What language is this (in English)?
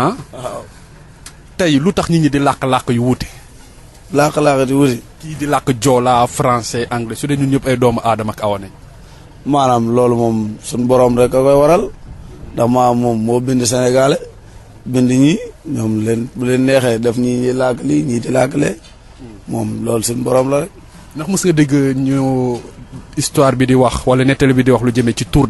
Wolof